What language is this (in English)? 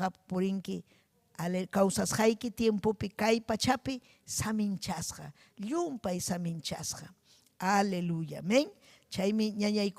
Ayacucho Quechua